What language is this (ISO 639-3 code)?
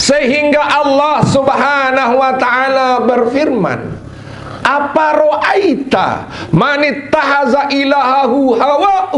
sas